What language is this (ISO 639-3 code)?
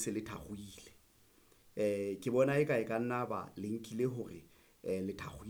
sot